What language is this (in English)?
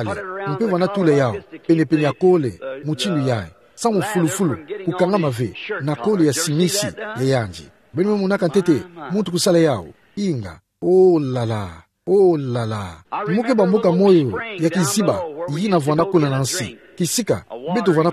Kituba (Democratic Republic of Congo)